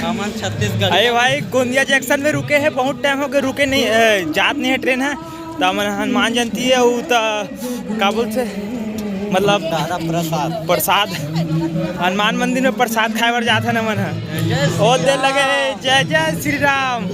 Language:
Chhattisgarhi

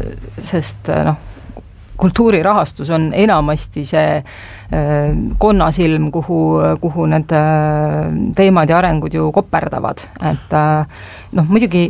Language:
Estonian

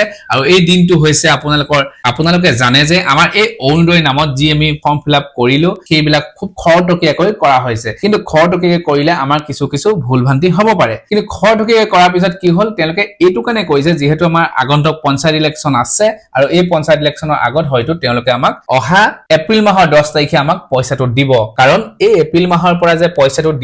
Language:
Assamese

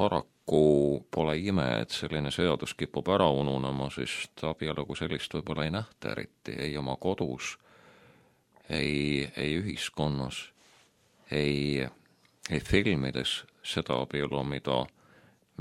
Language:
Estonian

